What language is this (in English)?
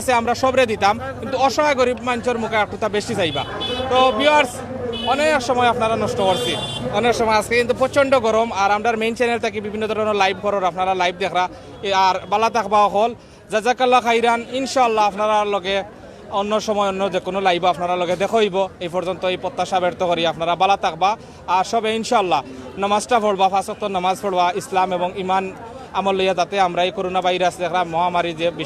Sylheti